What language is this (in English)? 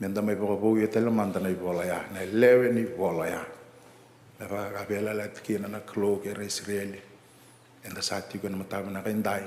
Fijian